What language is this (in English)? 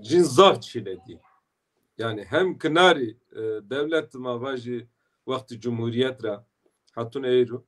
Zaza